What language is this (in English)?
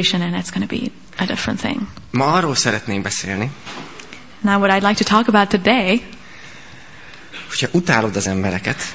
Hungarian